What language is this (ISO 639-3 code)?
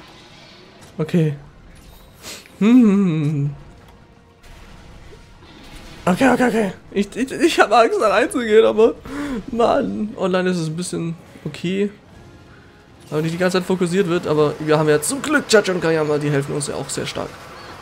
deu